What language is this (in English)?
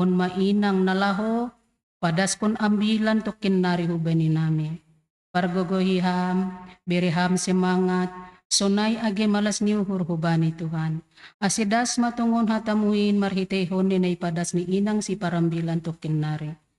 Batak Simalungun